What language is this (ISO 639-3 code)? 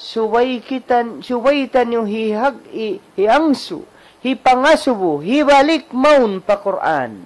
tsg